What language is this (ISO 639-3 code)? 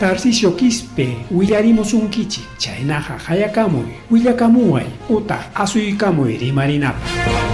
quy